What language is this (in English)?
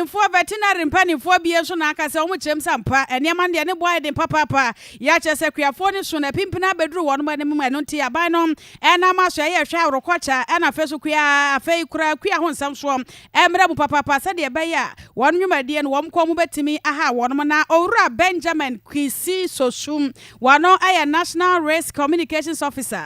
Akan